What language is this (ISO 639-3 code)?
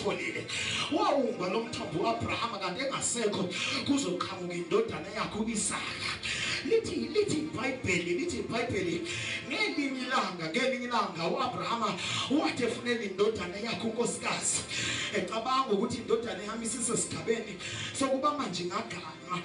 zul